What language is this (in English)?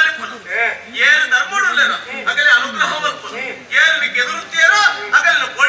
Tulu